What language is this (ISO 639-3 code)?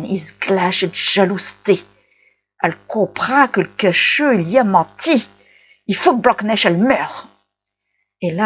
pcd